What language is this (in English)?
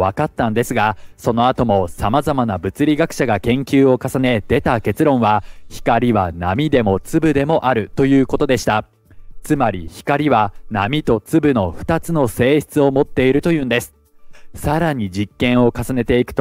Japanese